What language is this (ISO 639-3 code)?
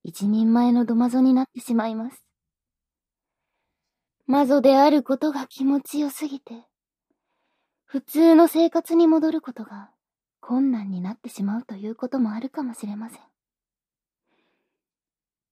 jpn